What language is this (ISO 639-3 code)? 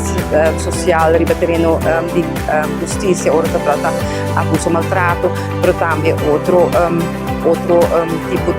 pap